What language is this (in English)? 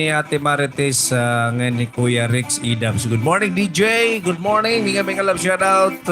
Waray